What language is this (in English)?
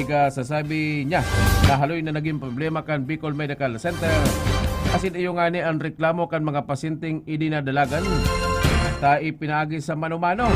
Bikol